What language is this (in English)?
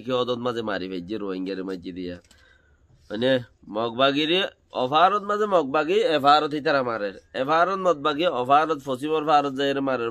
Rohingya